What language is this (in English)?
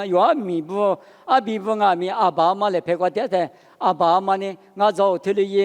Lisu